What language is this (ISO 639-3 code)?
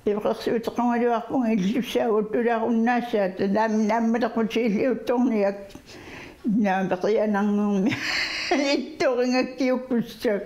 kal